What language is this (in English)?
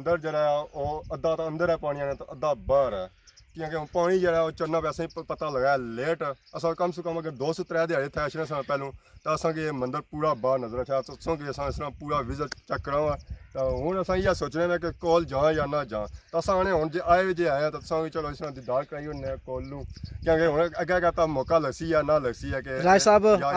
Pahari-Potwari